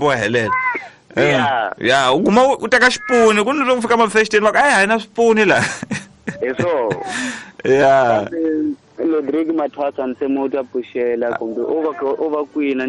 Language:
Tsonga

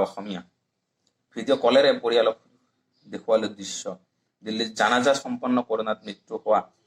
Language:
Assamese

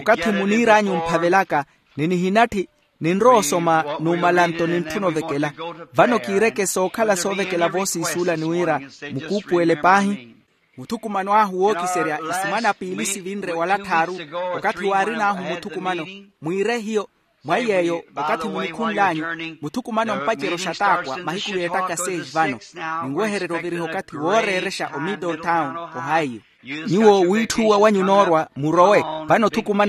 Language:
Makhuwa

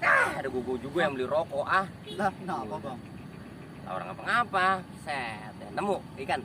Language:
Betawi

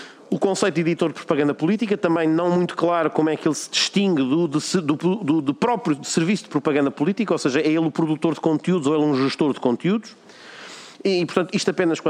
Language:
Portuguese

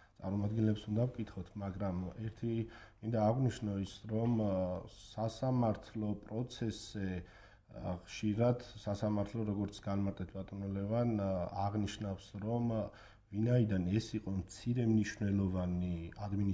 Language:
Georgian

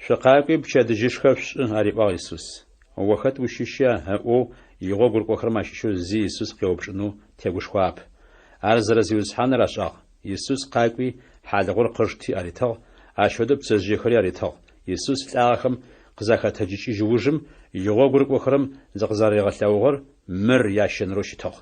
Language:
Adyghe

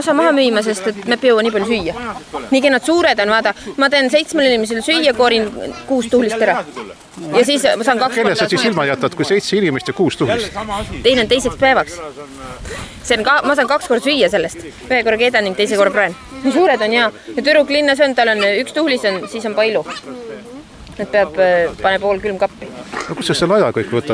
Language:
Estonian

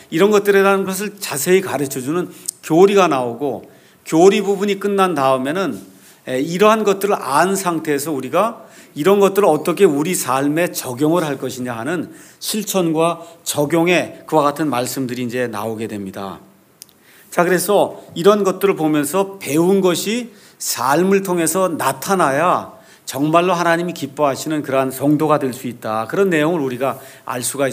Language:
Korean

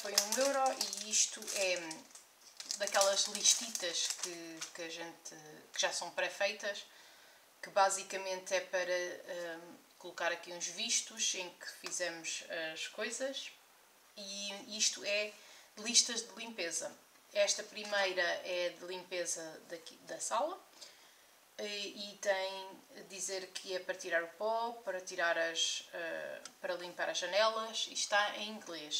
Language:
Portuguese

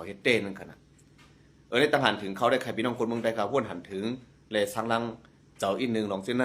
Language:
Shan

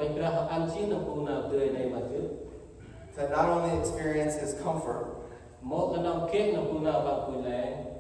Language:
Central Mnong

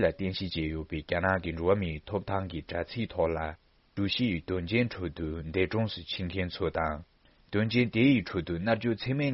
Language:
Tibetan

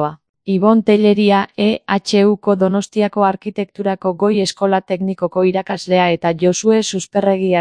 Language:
Basque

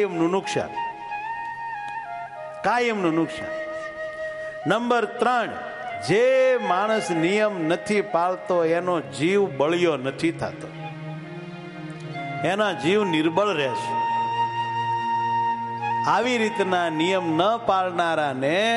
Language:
Gujarati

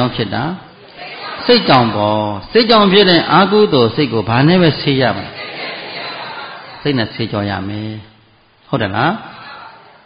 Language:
Burmese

